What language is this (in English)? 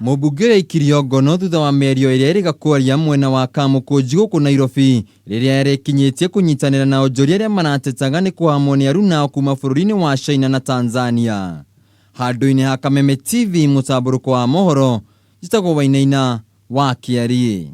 Kikuyu